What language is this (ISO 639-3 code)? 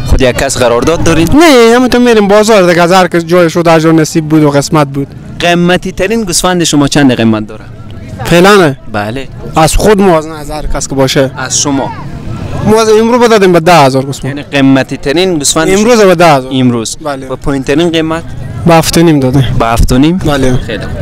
fas